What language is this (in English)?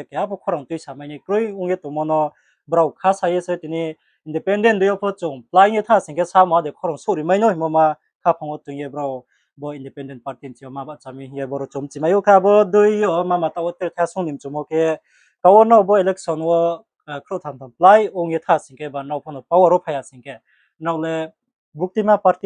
Riang (India)